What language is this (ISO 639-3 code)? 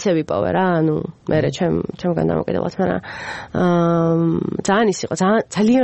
kat